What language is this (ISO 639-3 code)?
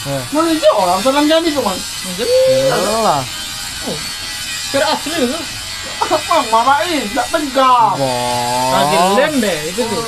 mui